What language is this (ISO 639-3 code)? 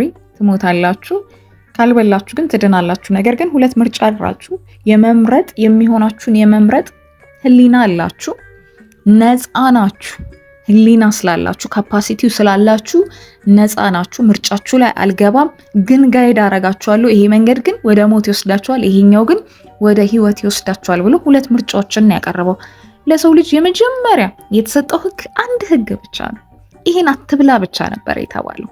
amh